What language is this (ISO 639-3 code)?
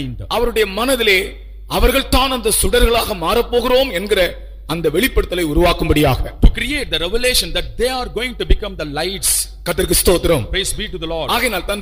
tam